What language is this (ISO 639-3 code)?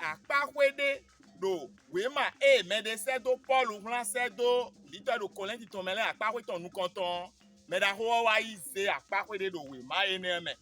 fon